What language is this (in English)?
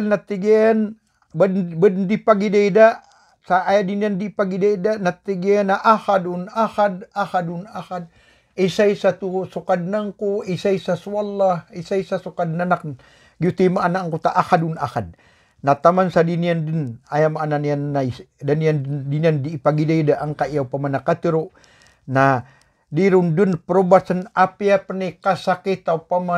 Maranao